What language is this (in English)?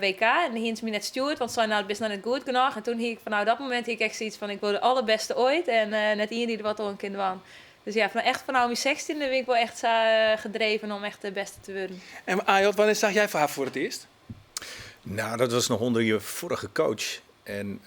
Western Frisian